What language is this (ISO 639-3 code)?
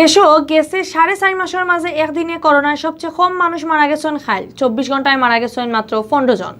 syl